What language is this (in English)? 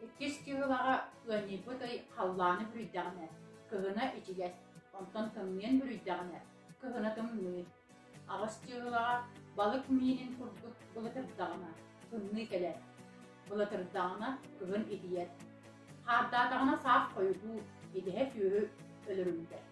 Yakut